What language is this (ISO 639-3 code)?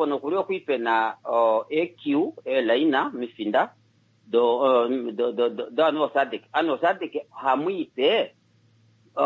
kua